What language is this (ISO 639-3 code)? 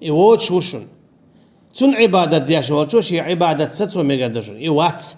che